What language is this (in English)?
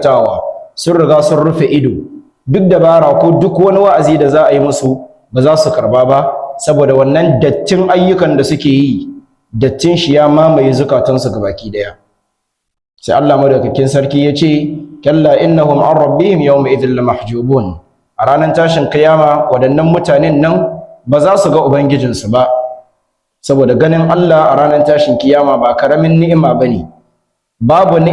Hausa